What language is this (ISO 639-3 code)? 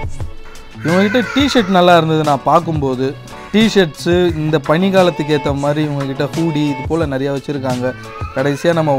tam